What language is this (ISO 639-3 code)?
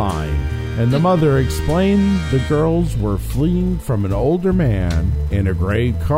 eng